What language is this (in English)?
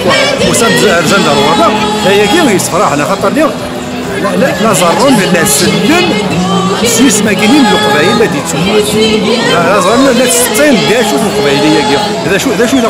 Kabyle